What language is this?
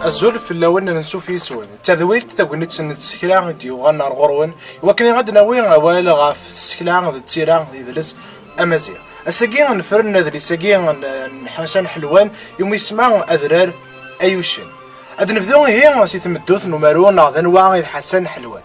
Kabyle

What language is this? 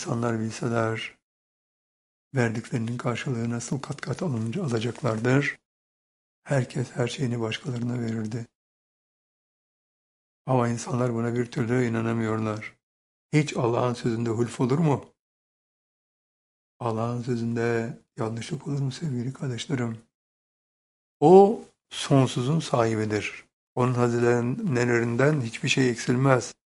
Turkish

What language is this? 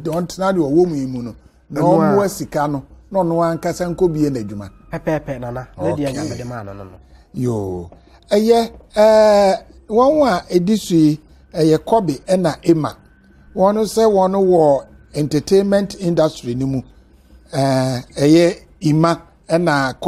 Akan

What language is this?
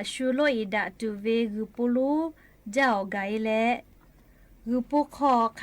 Lahu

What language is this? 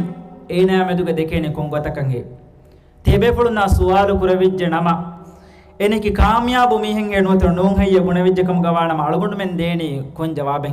Divehi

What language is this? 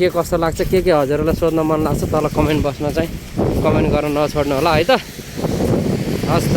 Nepali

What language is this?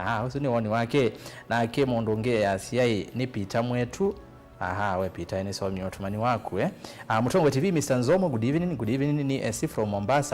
Kamba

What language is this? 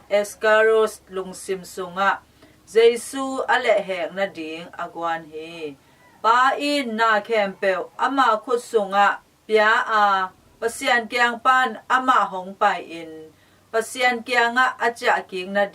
Tedim Chin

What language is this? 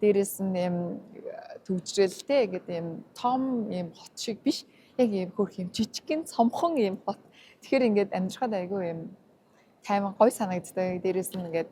Mongolian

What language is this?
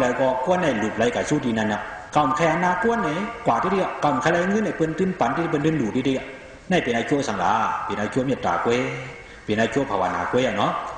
Shan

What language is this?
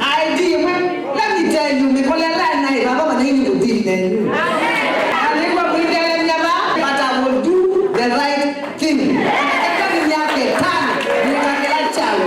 Kamba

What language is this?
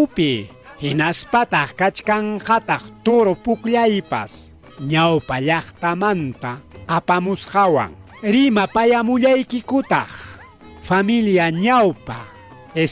Ayacucho Quechua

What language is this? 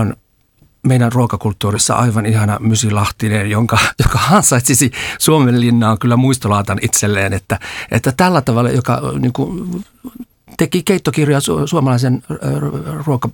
Finnish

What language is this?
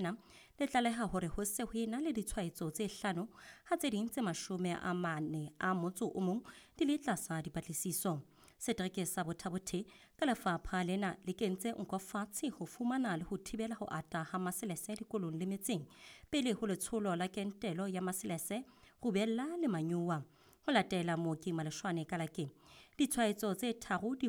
Southern Sotho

